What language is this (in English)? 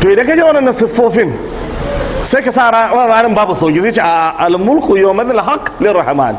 Hausa